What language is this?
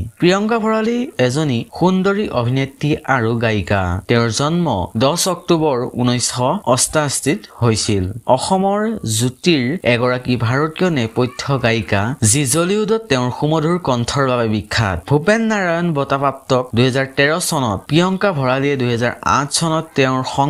Assamese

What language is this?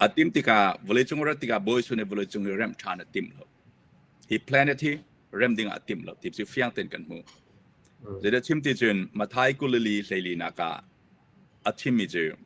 Hakha Chin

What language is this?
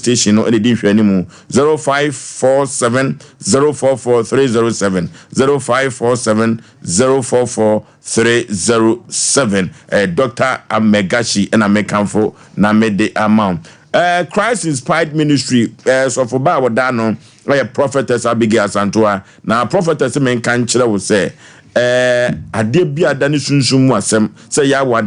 Akan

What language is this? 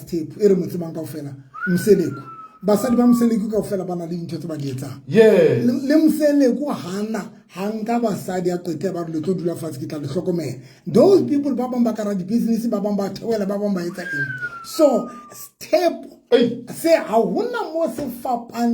Southern Sotho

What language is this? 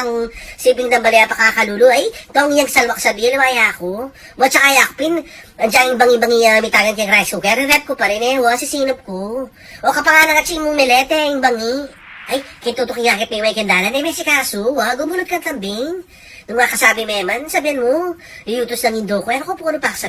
Pampanga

